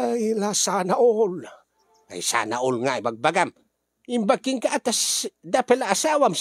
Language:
Iloko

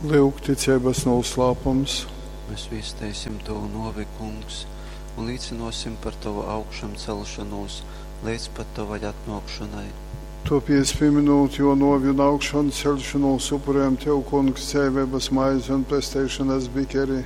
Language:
Latgalian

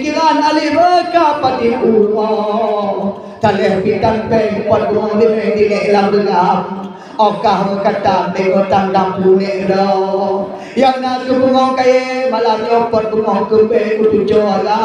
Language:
Achinese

